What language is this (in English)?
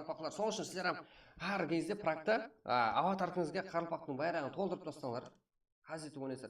Kara-Kalpak